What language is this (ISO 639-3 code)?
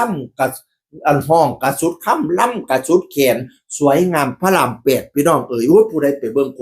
tts